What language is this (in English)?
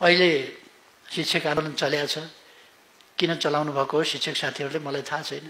Nepali